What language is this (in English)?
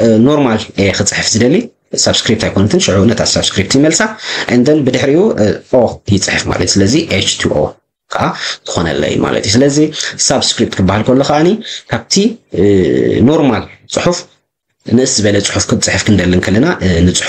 Tigrinya